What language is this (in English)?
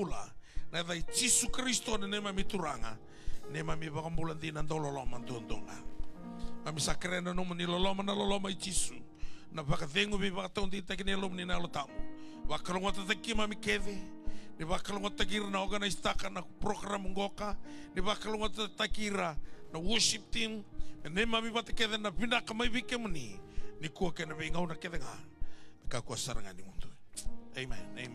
Fijian